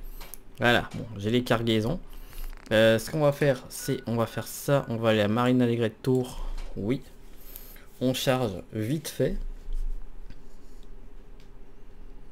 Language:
French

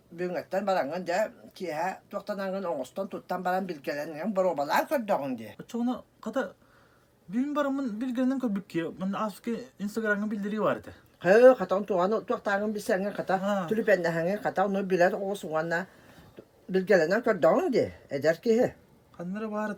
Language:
Yakut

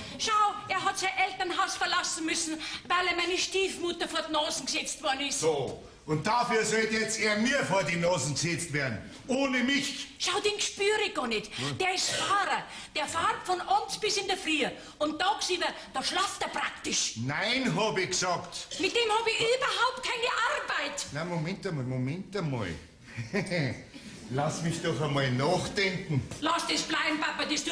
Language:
Bavarian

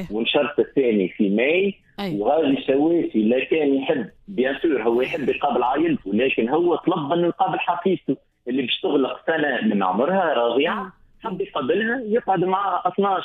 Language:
Tunisian Arabic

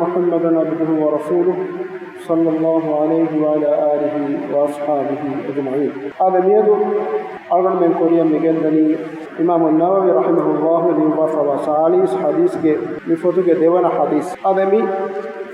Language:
Divehi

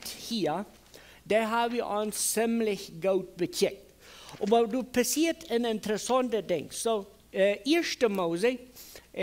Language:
Plautdietsch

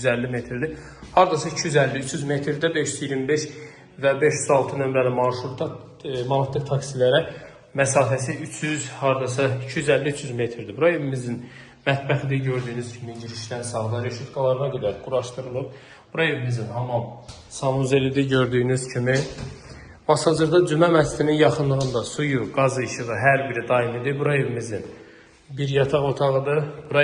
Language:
Azerbaijani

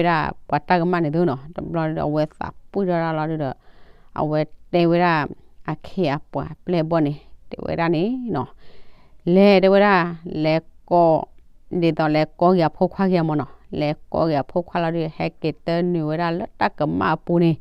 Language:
S'gaw Karen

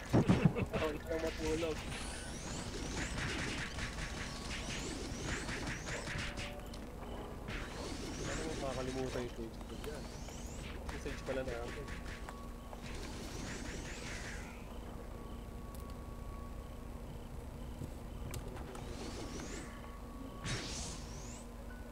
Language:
Filipino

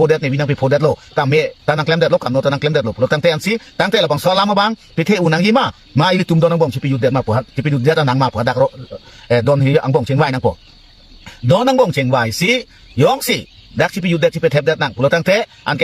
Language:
Karbi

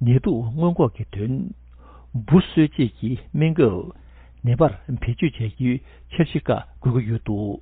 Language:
Tibetan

